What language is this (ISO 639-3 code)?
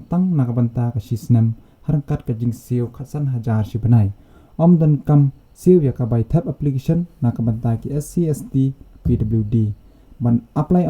kha